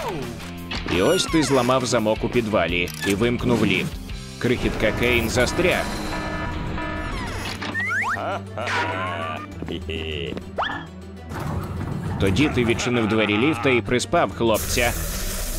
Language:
Ukrainian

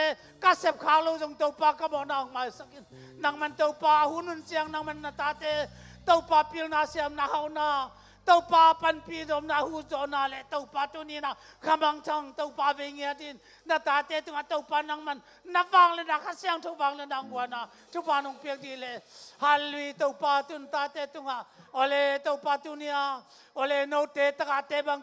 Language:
Tedim Chin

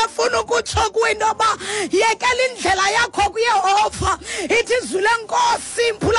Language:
Xhosa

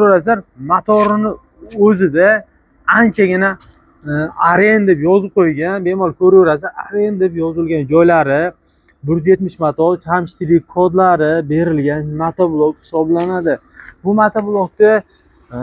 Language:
Uzbek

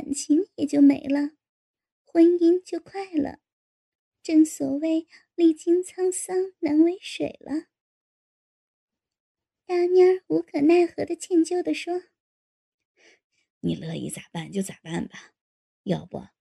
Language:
Chinese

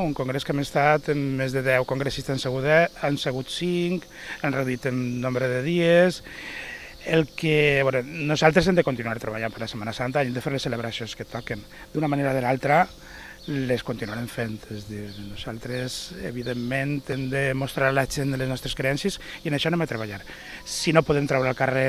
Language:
Catalan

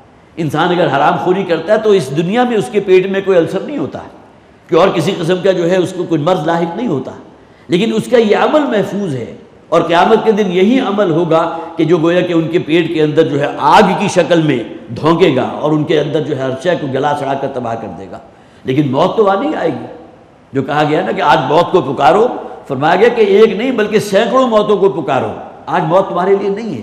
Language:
Urdu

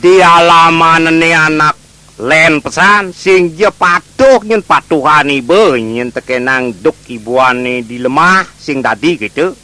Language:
Balinese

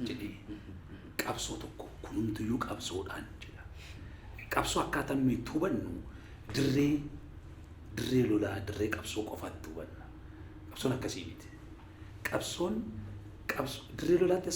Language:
Oromo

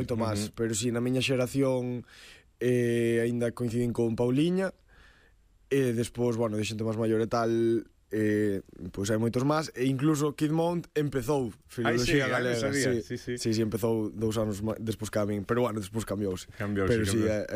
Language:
Galician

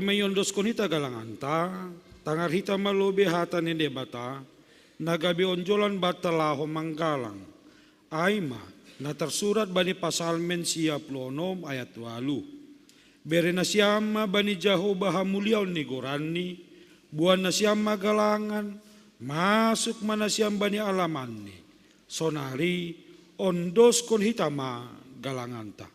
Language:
Batak Simalungun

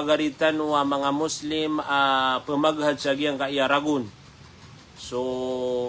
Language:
Maranao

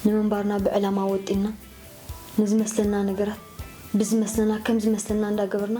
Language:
Tigrinya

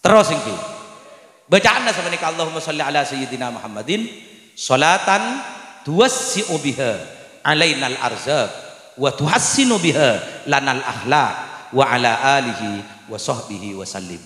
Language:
Madurese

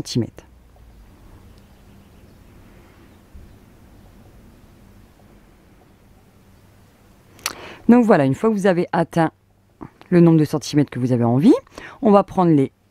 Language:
French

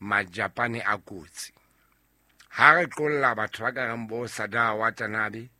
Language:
Southern Sotho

